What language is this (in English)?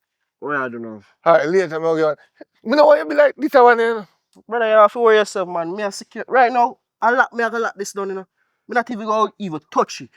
Jamaican Creole English